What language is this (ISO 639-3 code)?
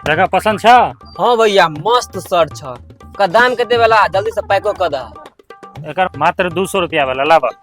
mai